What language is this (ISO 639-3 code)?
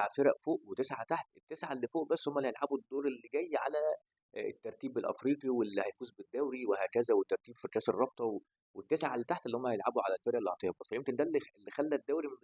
arz